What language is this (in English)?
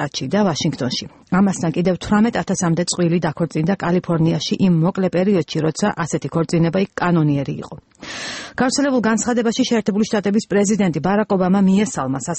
Georgian